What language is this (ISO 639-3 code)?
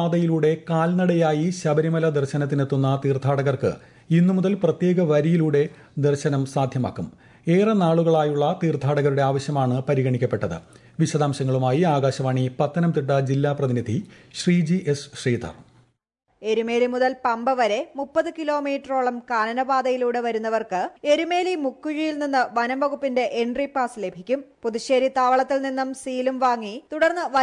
mal